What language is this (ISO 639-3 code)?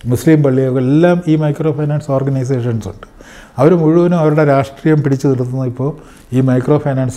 mal